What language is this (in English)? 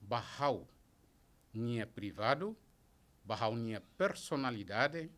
Tetum